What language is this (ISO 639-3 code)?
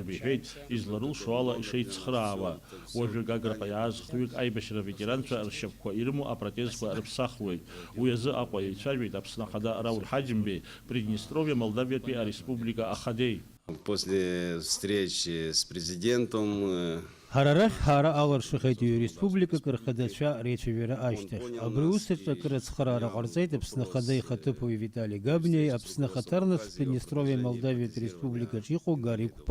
abk